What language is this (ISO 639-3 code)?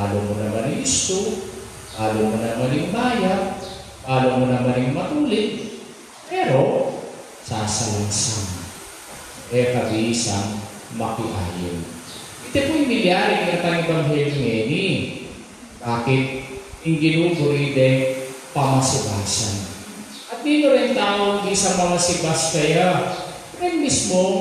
pam